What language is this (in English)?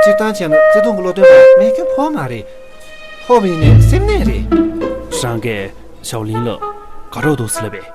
Tibetan